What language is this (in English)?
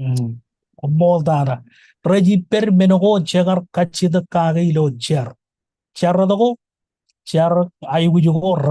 Marshallese